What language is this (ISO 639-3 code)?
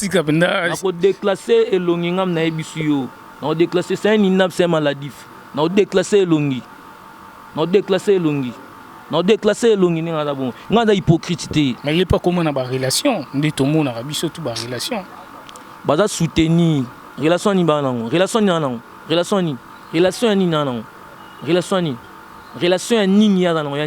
lin